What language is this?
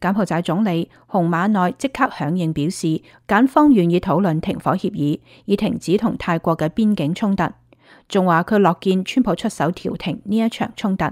Cantonese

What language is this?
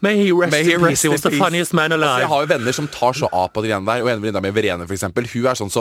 Norwegian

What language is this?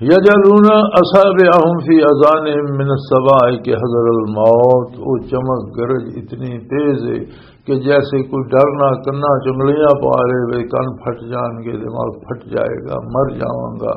Western Panjabi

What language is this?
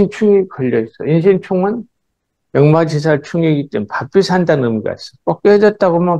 Korean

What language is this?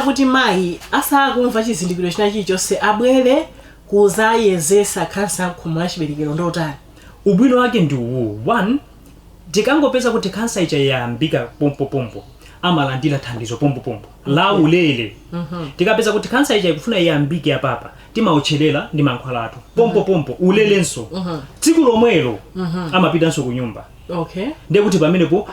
Nyanja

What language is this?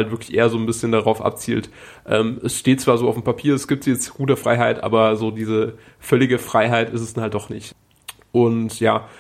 German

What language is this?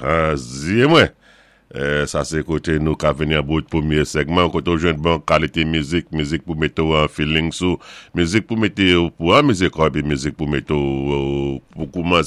Saint Lucian Creole French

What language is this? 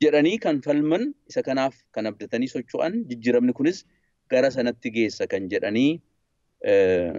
Oromo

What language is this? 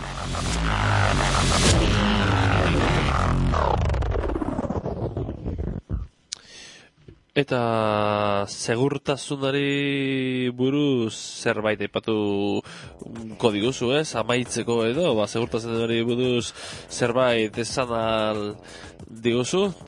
Basque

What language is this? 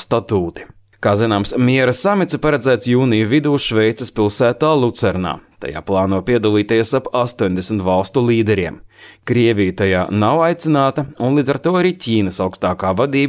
Latvian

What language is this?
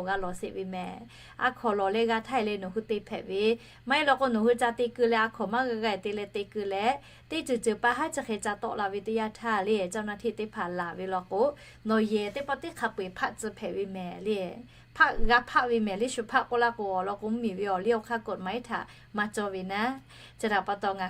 Lahu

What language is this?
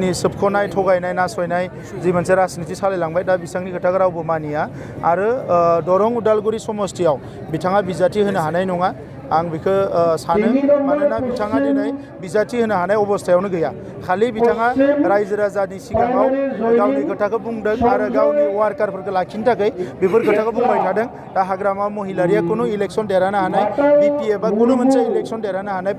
Bodo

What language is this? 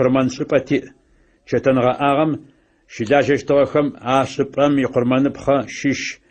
Adyghe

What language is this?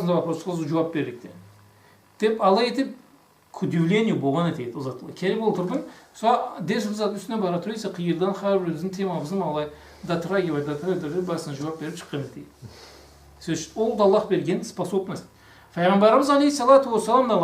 Karachay-Balkar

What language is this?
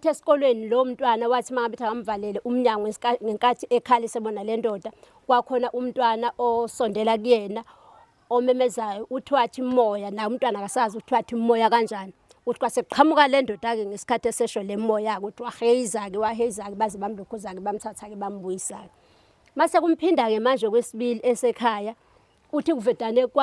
Zulu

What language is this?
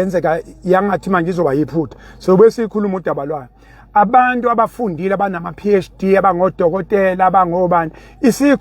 Zulu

